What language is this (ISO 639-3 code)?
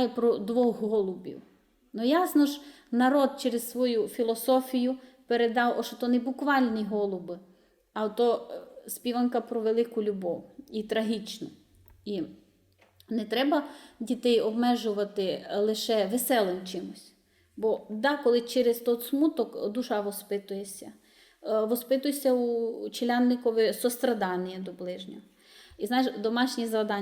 rue